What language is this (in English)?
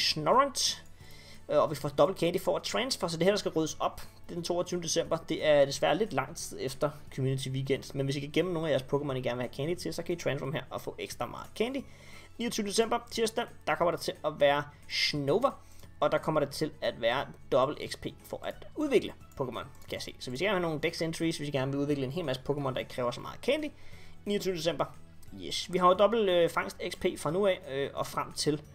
Danish